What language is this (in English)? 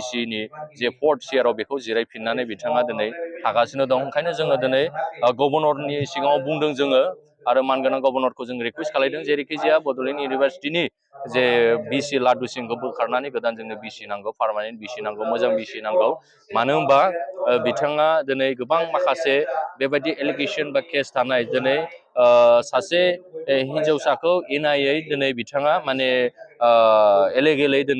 Bodo